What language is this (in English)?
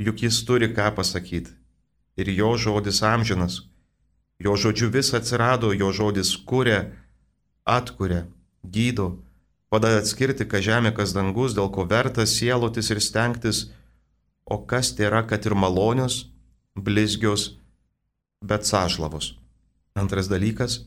Lithuanian